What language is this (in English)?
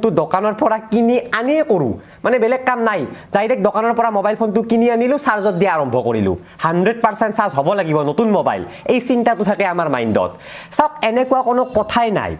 Assamese